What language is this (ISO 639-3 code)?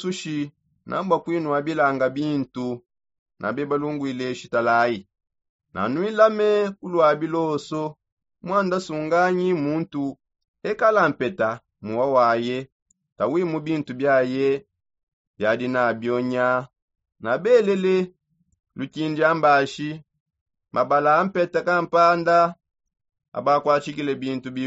sop